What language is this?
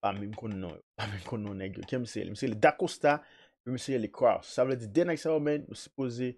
Haitian Creole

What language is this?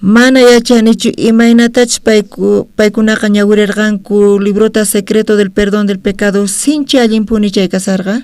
South Bolivian Quechua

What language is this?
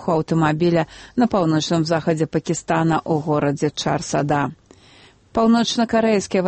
Belarusian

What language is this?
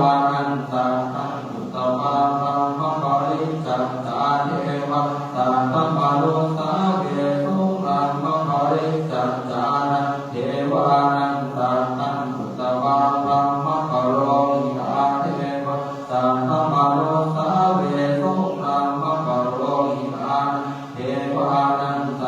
Pali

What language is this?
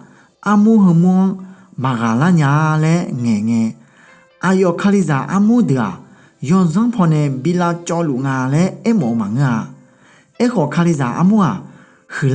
Akha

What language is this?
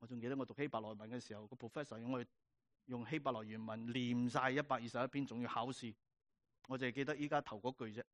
Cantonese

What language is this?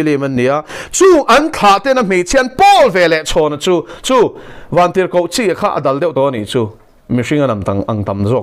Mizo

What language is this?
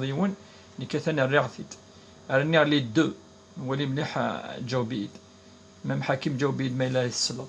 Kabyle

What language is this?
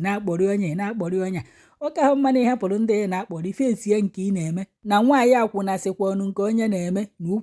Igbo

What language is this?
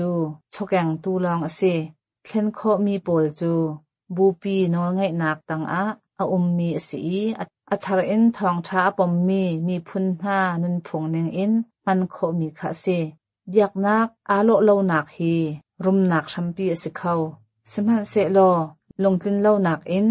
Hakha Chin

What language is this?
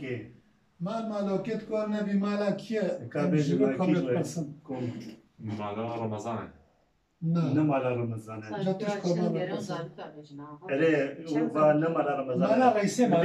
Kurdish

